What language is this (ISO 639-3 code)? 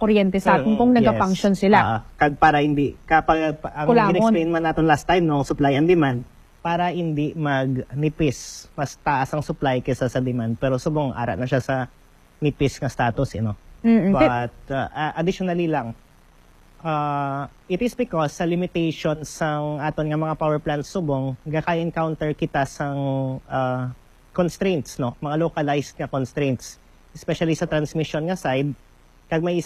hil